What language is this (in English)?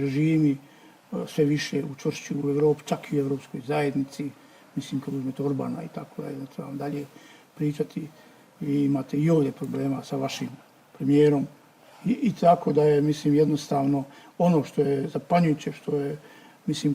Bosnian